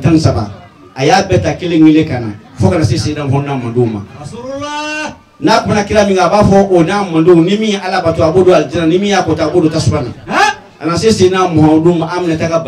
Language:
Bambara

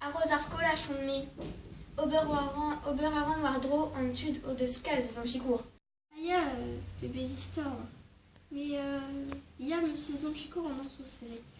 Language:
Breton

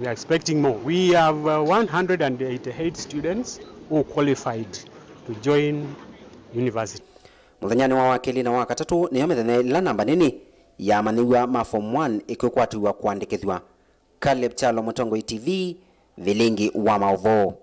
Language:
Kamba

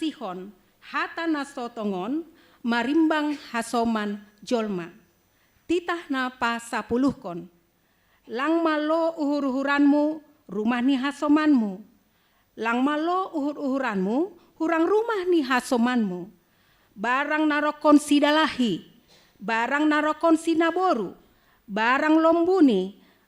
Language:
Batak Simalungun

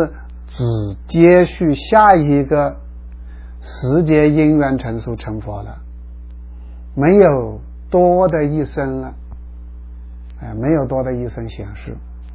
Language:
Chinese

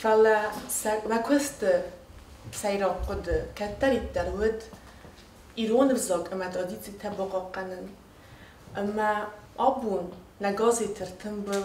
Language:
Ossetic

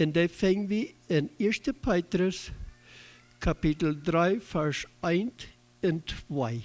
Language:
Plautdietsch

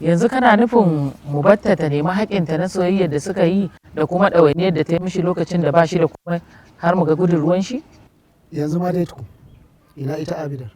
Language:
Hausa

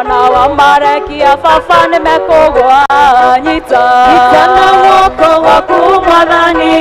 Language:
Kikuyu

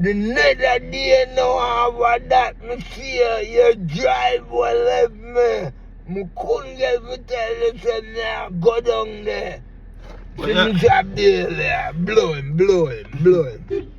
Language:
Jamaican Creole English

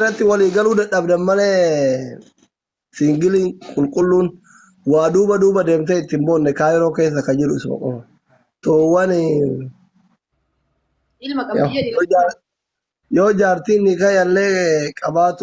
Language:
Oromo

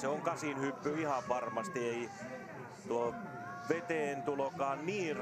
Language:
Finnish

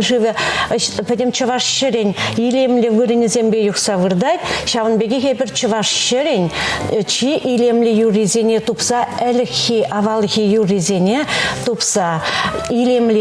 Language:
Chuvash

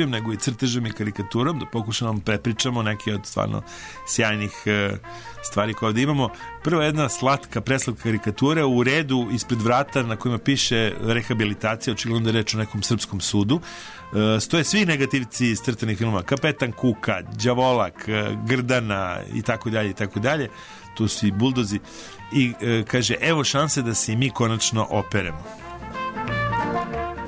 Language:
Serbian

